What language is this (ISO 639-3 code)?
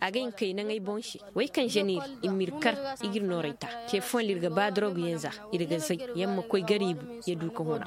ses